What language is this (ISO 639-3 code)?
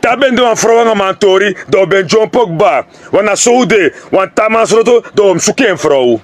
srn